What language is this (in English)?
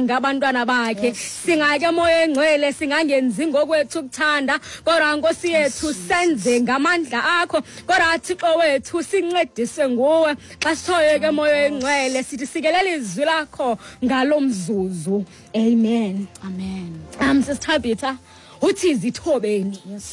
Xhosa